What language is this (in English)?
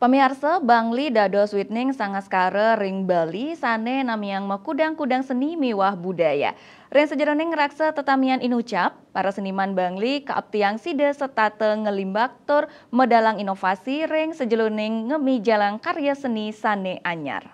Balinese